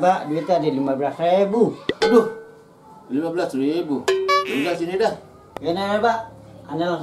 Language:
Betawi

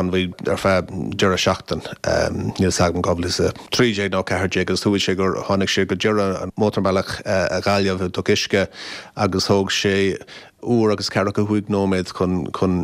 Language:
Irish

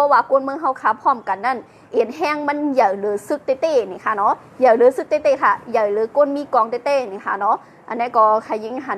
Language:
Shan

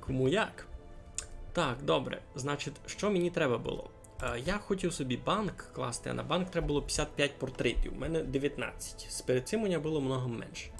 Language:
Rusyn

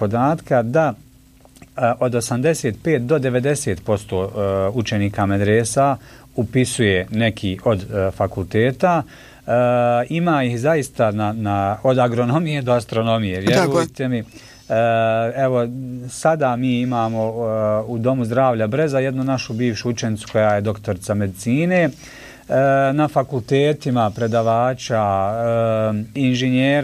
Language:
Bosnian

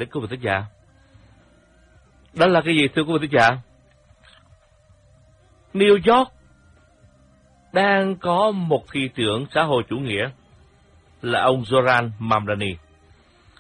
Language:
Vietnamese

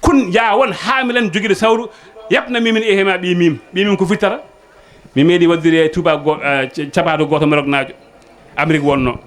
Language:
Fula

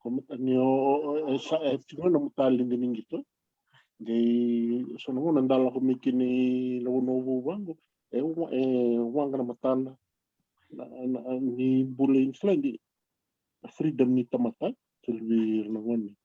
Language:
Fijian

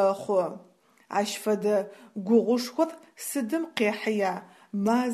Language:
Adyghe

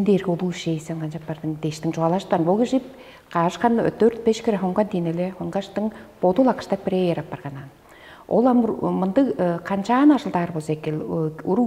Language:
Tuvinian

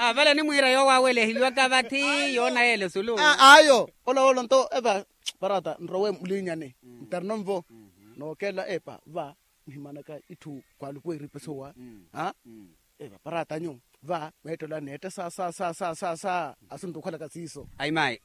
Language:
Makhuwa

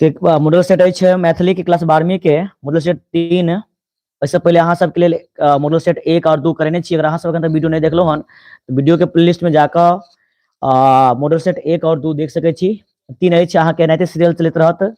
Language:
Maithili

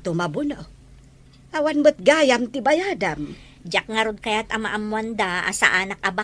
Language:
Iloko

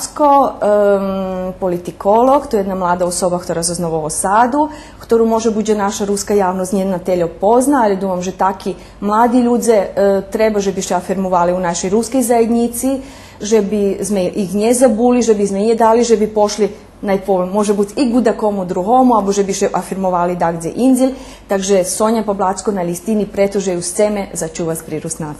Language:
Rusyn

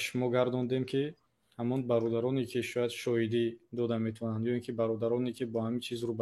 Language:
Tajik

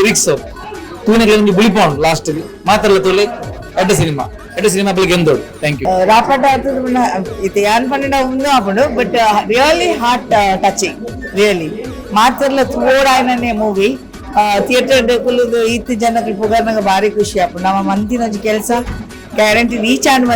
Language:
Tulu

